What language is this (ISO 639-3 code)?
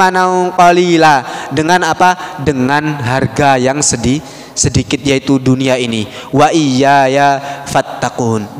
ind